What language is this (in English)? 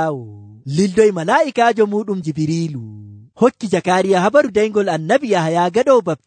Nigerian Fulfulde